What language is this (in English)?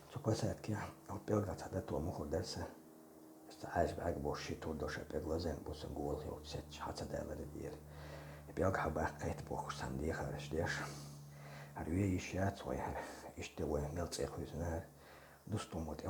Chechen